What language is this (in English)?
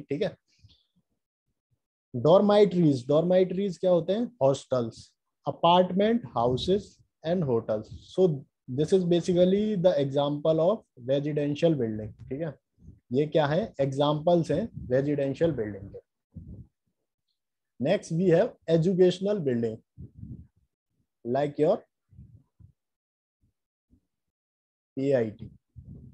Hindi